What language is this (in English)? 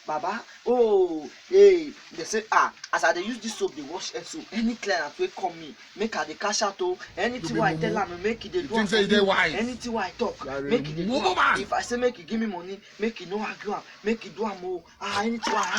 Nigerian Pidgin